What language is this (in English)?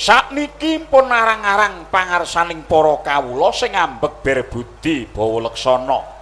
Javanese